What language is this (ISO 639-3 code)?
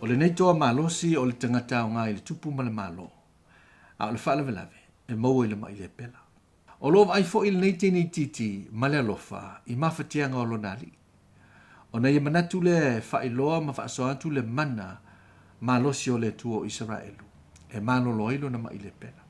smo